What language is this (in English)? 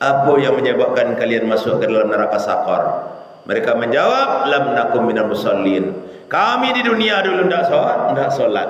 Minangkabau